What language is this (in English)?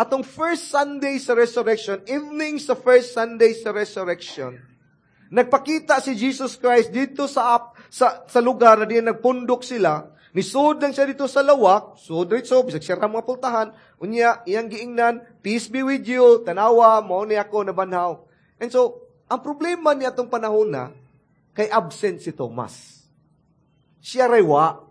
Cebuano